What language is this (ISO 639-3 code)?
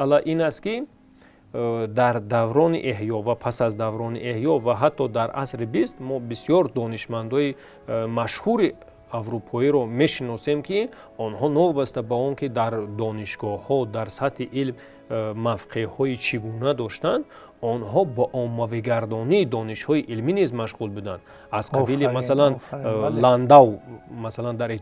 tgk